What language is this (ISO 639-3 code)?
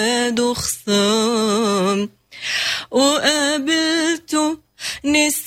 ary